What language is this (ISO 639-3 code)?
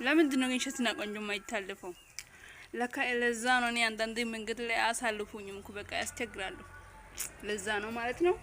amh